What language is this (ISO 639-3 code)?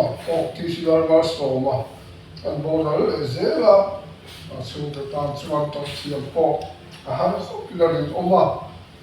lus